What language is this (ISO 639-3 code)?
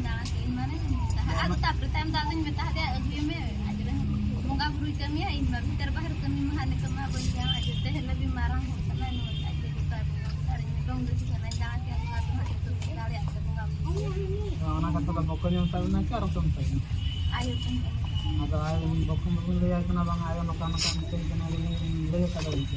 sat